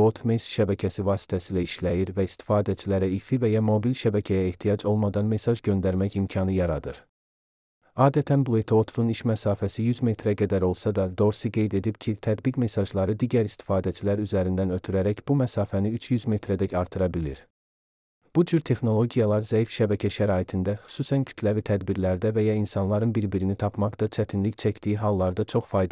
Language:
Azerbaijani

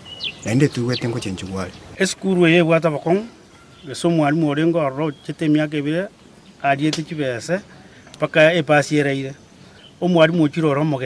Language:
Gusii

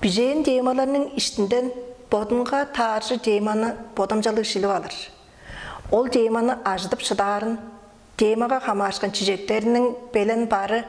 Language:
Tuvinian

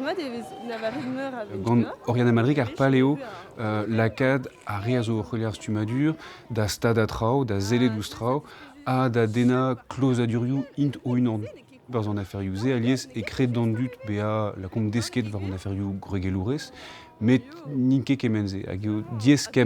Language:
Breton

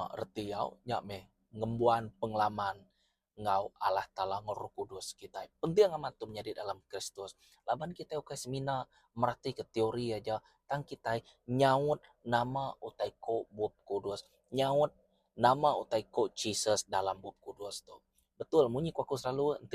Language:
Iban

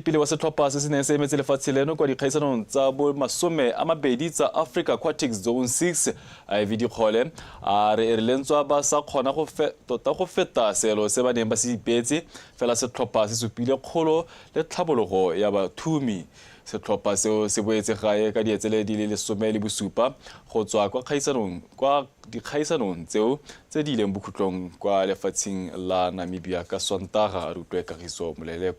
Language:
Tswana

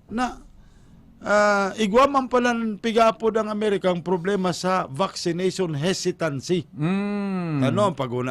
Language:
Bikol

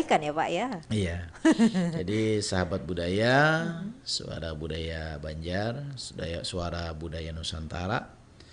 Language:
Banjar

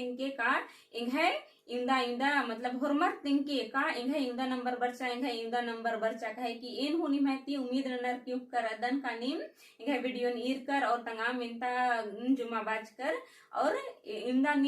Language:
Kurukh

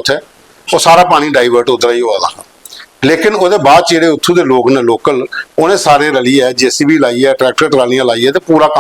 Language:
Dogri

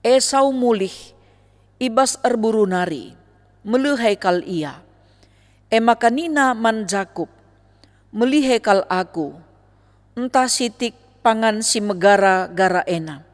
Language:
Batak Karo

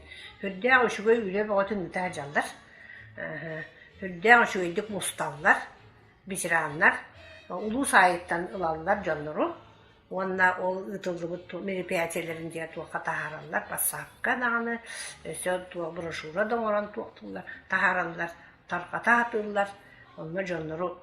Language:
Yakut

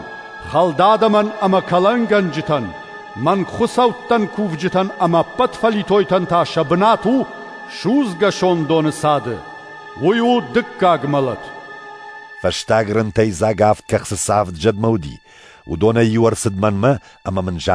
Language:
Ossetic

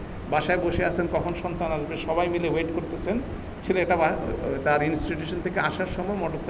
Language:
Bangla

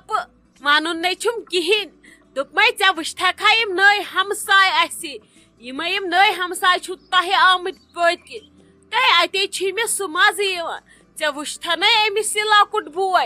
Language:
Kashmiri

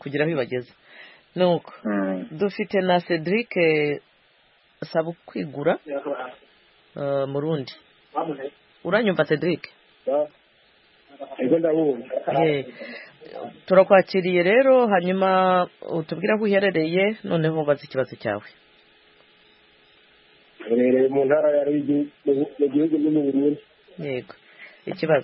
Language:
Kinyarwanda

